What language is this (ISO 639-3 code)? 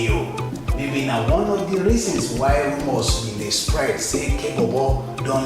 pcm